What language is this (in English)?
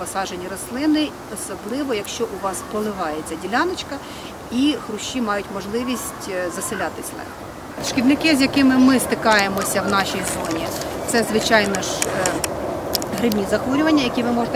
Ukrainian